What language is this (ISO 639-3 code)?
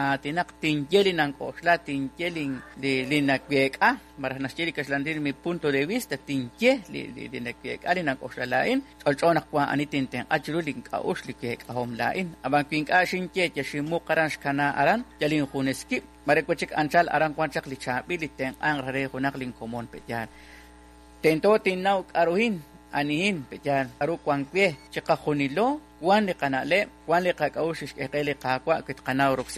kek